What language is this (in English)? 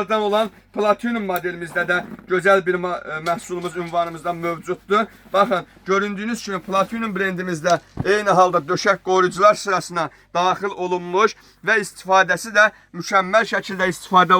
Azerbaijani